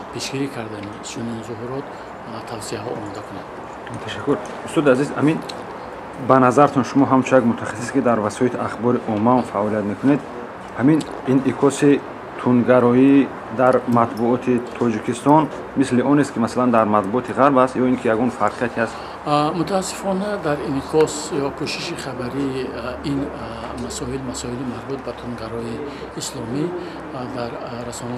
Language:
Tajik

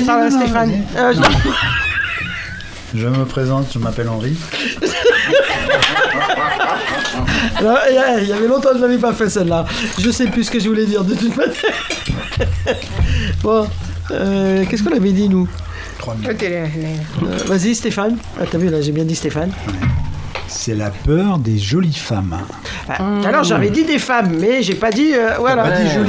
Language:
French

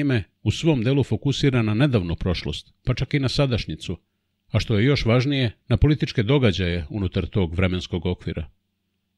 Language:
Serbian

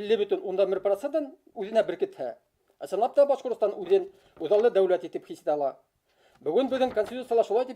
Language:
Bashkir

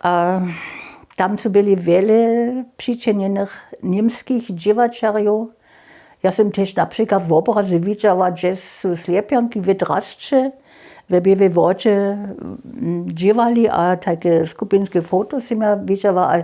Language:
Upper Sorbian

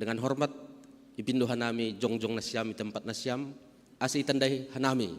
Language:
Batak Simalungun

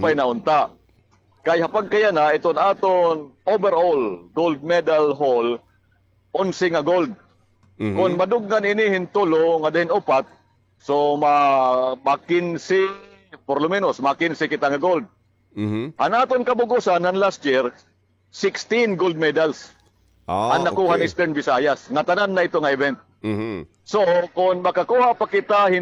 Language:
Waray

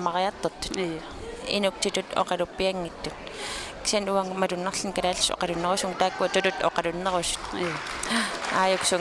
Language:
Kalaallisut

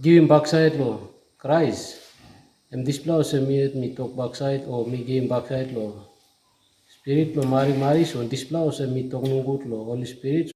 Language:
Tok Pisin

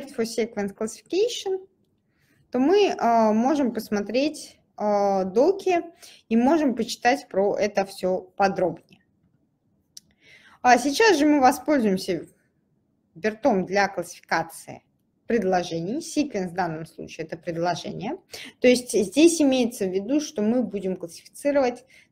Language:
Russian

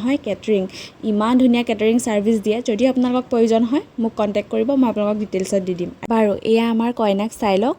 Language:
Assamese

